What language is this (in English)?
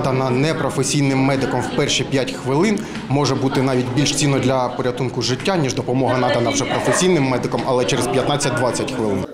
Ukrainian